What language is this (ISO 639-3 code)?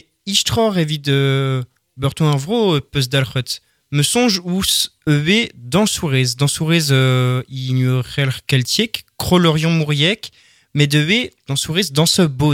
bre